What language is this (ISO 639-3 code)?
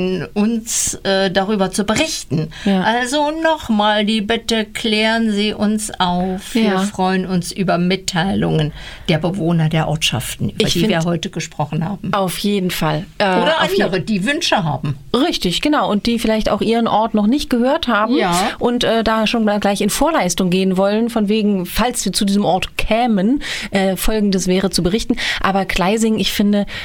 deu